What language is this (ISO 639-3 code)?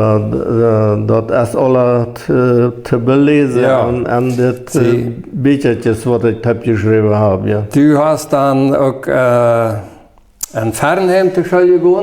pdt